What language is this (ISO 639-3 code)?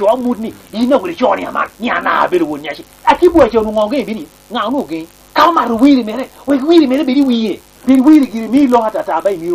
laj